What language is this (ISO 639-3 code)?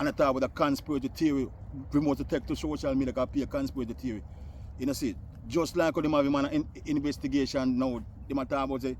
jam